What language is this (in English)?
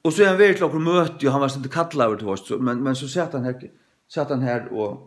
Faroese